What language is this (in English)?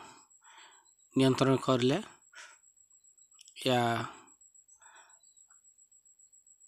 Odia